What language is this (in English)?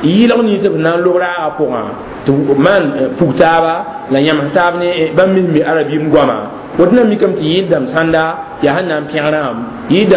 Mossi